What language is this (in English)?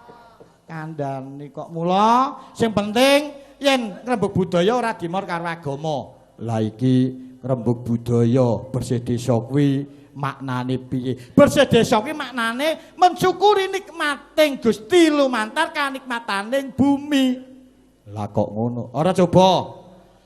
Javanese